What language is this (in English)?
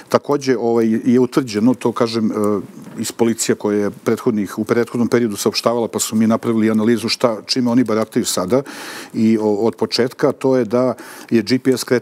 Serbian